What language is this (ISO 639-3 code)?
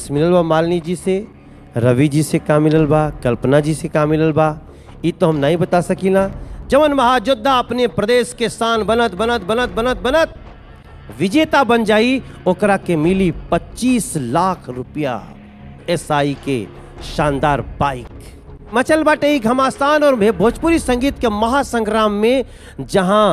bho